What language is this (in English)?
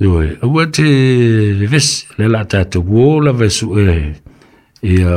Samoan